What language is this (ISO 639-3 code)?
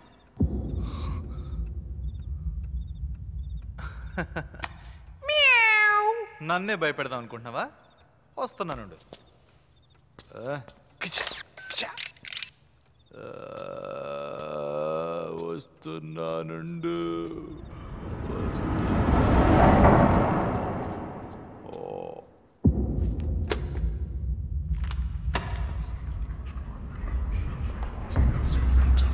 tel